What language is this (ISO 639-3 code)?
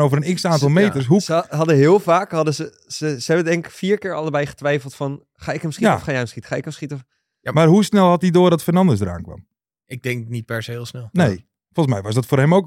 nld